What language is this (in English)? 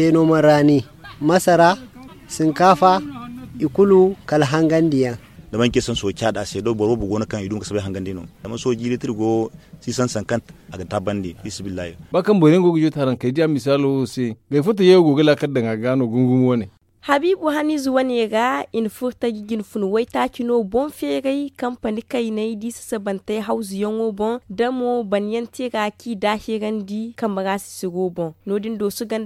Zarma